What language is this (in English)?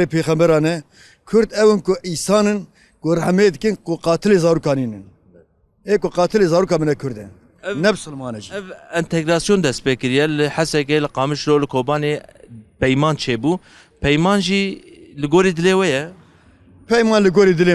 Kurdish